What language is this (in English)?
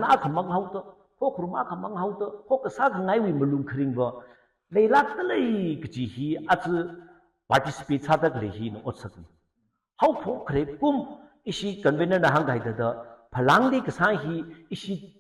Tangkhul Naga (India)